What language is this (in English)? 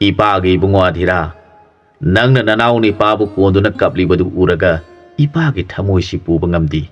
Manipuri